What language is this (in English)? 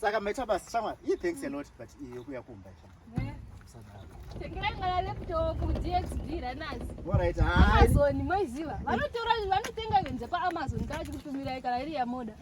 Shona